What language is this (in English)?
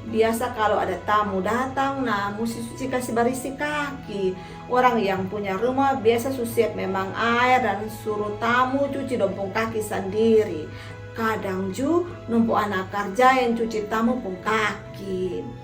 Kupang Malay